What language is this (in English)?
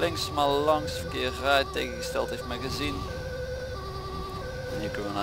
Dutch